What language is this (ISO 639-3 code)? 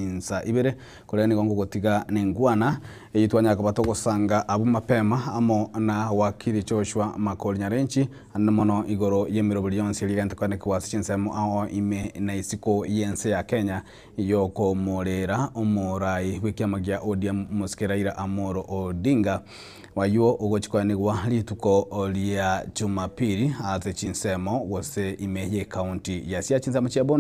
guz